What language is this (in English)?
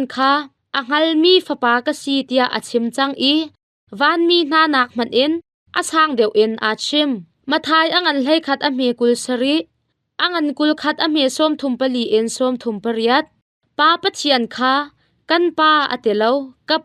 Hakha Chin